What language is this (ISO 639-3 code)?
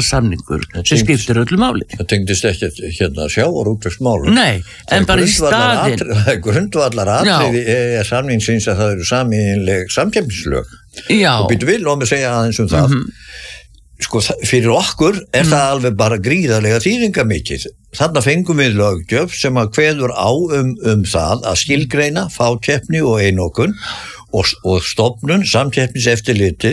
isl